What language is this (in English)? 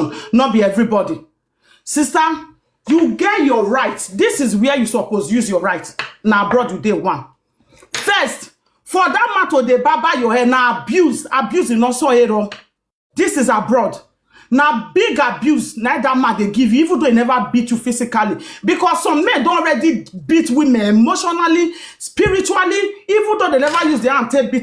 Nigerian Pidgin